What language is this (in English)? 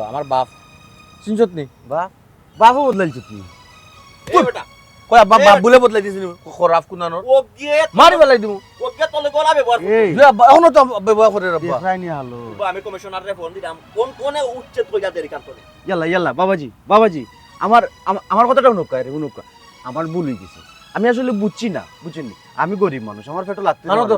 Sylheti